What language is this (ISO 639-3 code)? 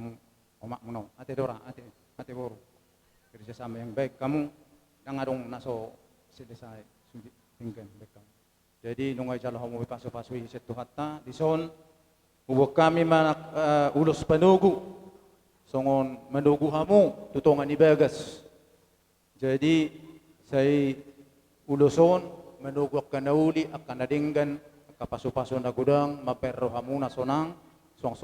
bbc